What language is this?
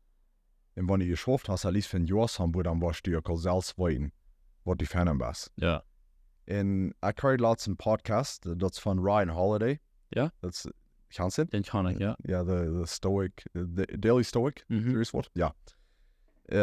Plautdietsch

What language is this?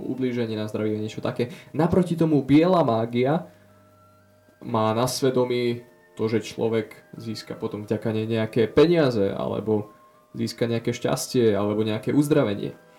Slovak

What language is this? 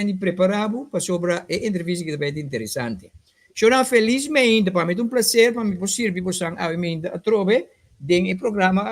Papiamento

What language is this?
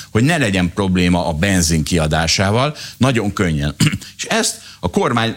Hungarian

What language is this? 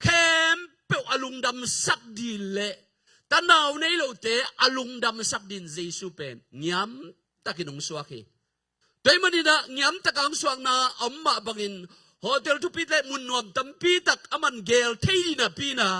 Tedim Chin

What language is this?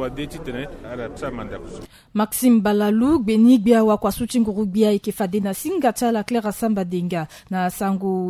Sango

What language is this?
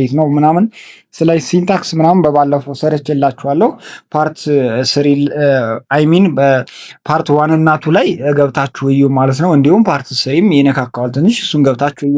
Amharic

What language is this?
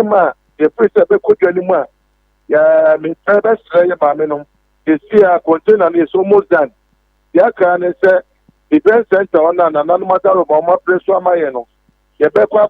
Akan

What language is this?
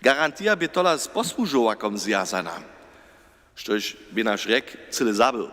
Upper Sorbian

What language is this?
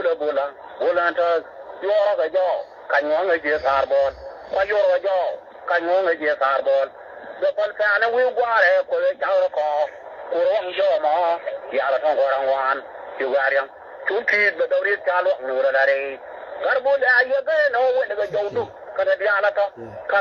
Nuer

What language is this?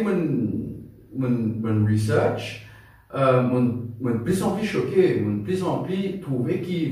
Morisyen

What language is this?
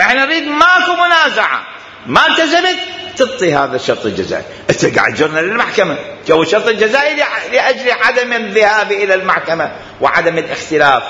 Mesopotamian Arabic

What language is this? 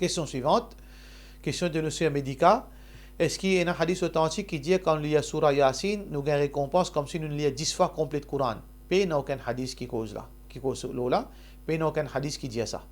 Morisyen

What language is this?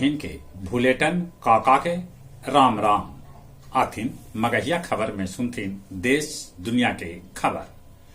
Magahi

